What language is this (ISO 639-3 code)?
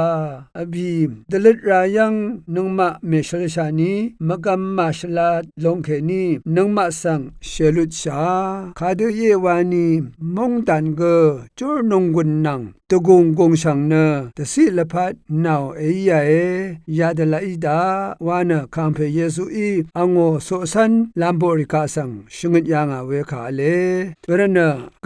raw